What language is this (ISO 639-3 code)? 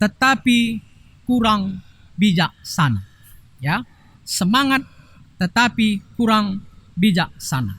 btx